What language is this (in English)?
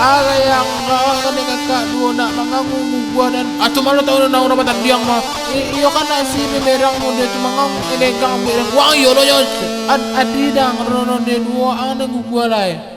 Minangkabau